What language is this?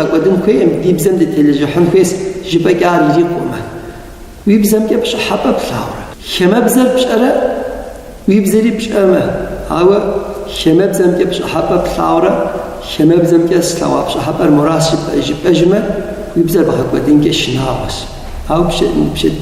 Kabardian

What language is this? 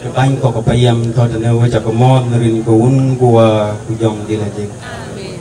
Dinka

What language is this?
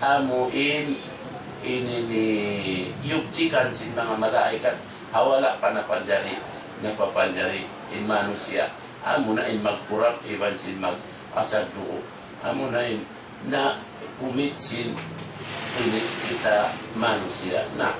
Tausug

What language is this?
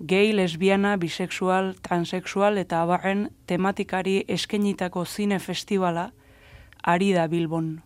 Basque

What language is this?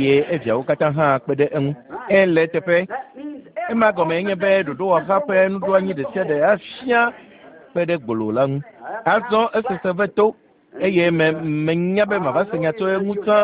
Ewe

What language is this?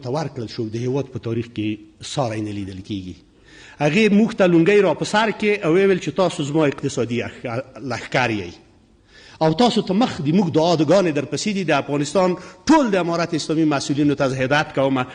Pashto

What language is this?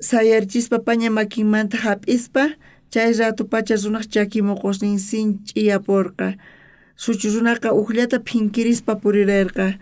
South Bolivian Quechua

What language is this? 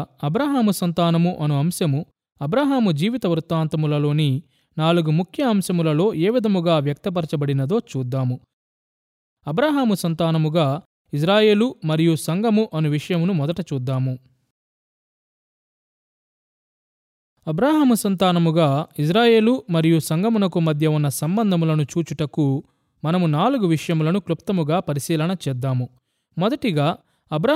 Telugu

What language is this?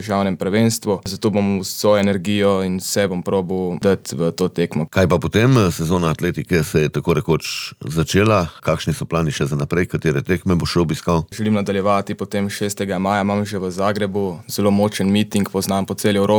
Slovenian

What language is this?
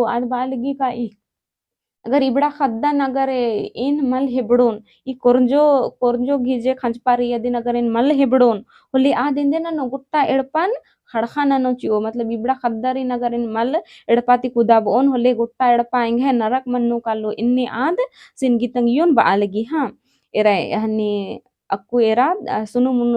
Kurukh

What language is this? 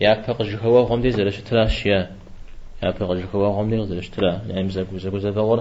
Kabardian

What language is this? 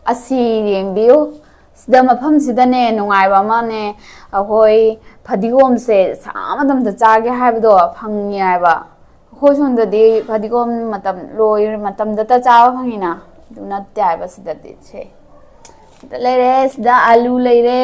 Manipuri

